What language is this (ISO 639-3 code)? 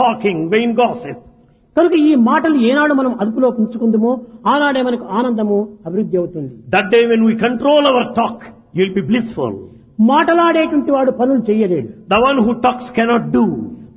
tel